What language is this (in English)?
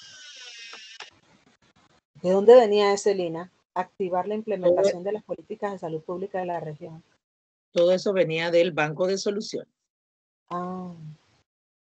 Spanish